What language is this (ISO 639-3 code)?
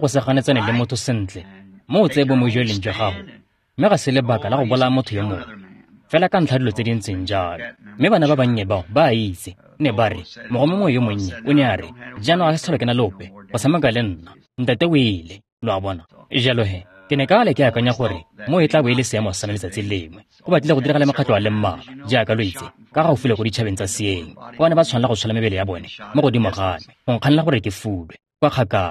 tsn